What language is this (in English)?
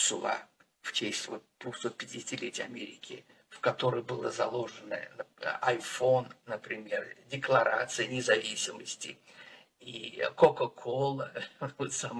Russian